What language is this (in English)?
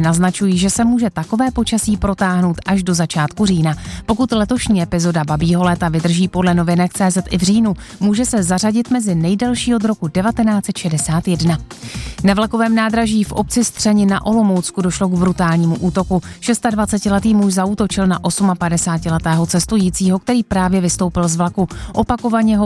Czech